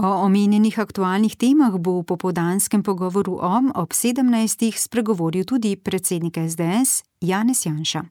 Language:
Slovenian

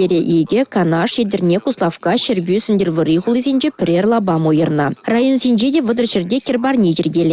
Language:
Chuvash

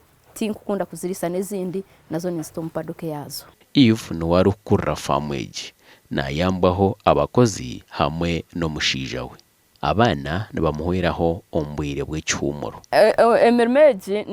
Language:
Nyankole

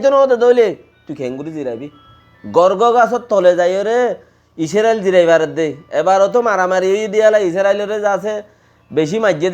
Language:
Rohingya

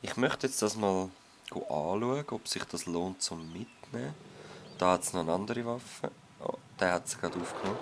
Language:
Swiss German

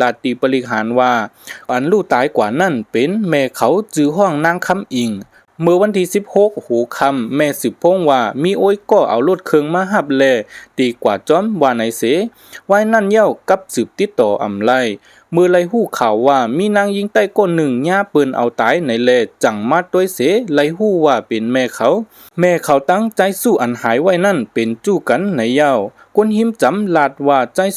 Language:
Shan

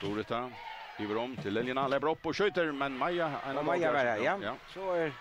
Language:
Faroese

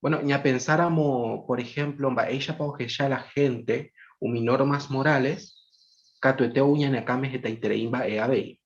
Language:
Guarani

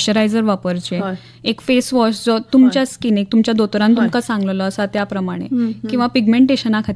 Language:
Konkani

